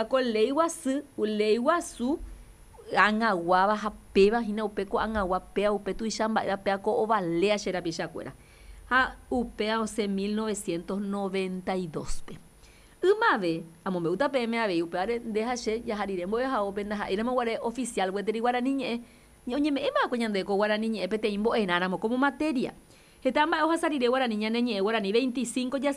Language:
Guarani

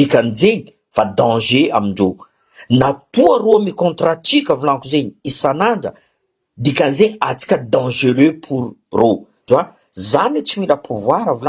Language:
Malagasy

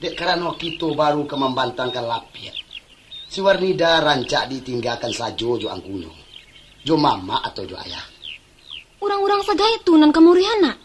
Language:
Minangkabau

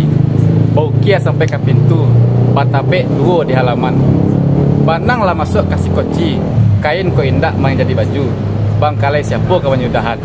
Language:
Minangkabau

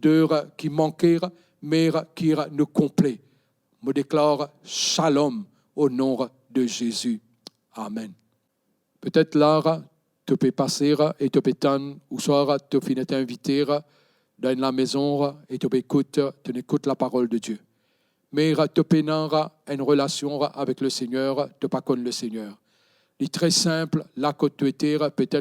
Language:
Morisyen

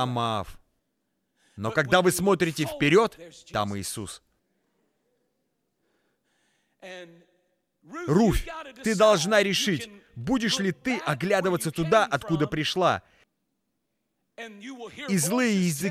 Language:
Russian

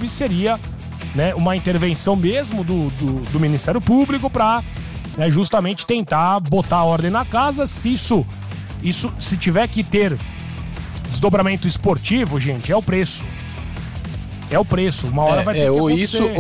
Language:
Portuguese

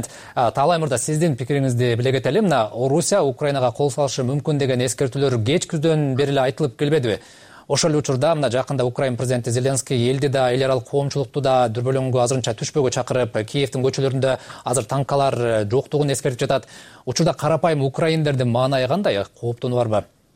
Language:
Kyrgyz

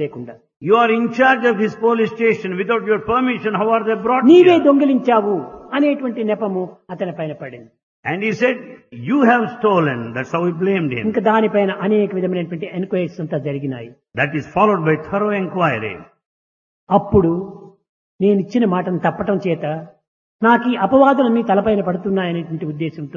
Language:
Telugu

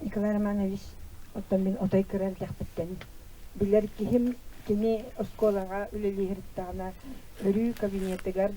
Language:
Yakut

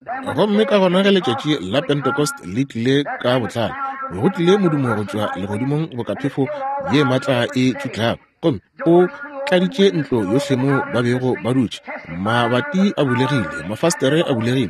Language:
Northern Sotho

